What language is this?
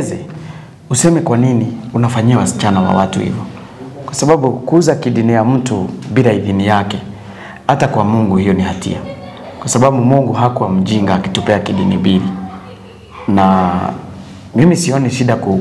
Swahili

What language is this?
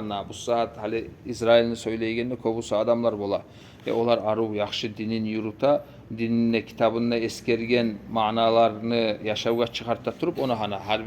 Kumyk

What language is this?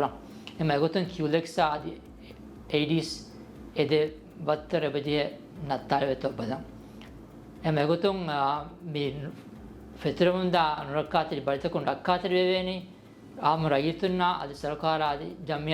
Divehi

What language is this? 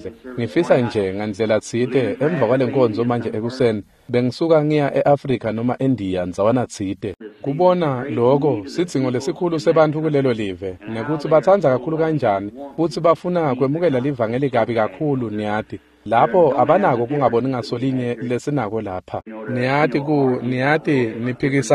Swati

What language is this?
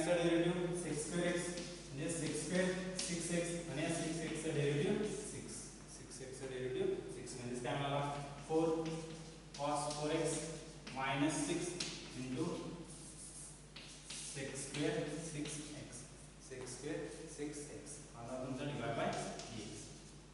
Marathi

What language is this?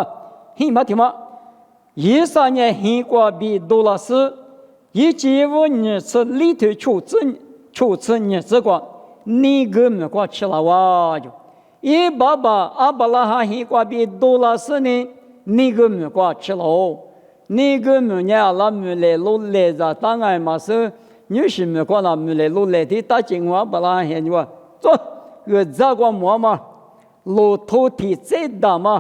Lisu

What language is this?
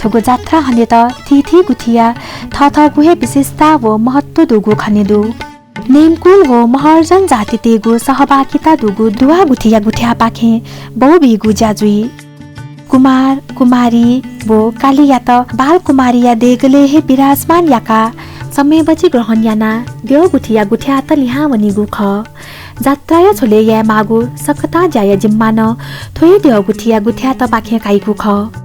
Newari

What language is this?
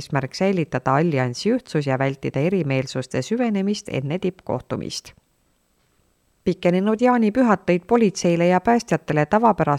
Estonian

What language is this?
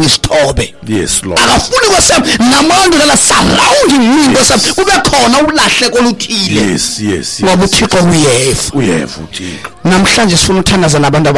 Xhosa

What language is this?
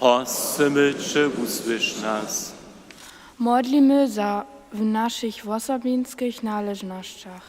Upper Sorbian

